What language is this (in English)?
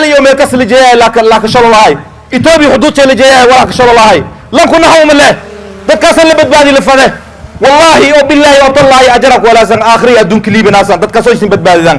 Somali